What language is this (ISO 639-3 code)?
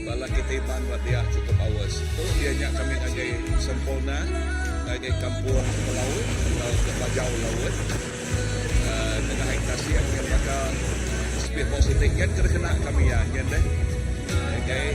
iba